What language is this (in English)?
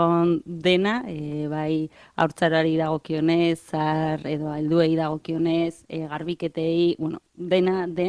Basque